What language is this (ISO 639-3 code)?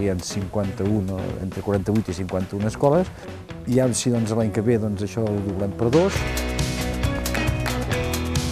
cat